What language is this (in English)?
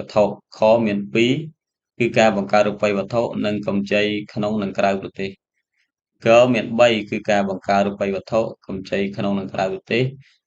Khmer